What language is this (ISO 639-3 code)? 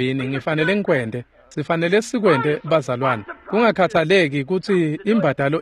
ssw